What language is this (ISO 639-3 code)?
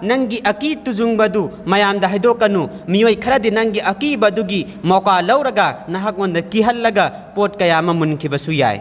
mni